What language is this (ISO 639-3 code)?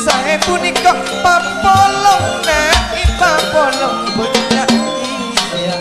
mad